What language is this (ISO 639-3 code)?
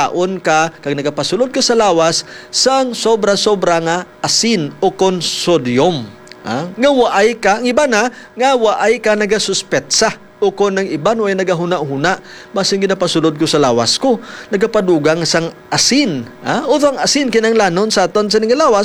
hil